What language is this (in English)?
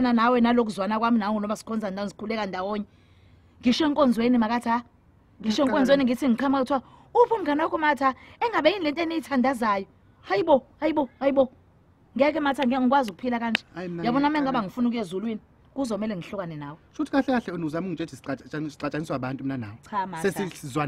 Zulu